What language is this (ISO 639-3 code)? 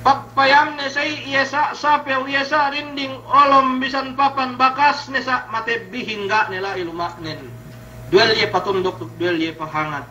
yka